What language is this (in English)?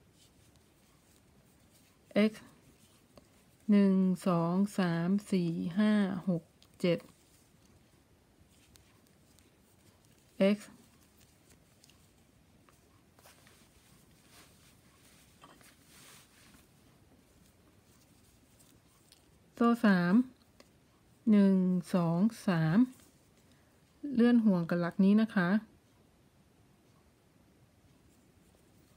Thai